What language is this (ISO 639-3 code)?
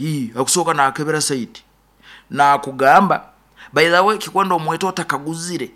nyo